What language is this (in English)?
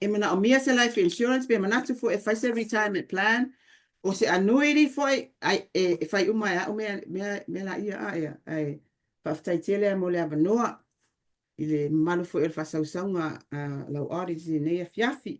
Samoan